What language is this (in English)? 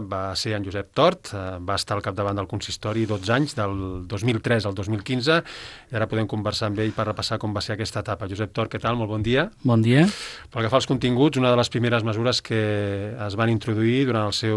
Catalan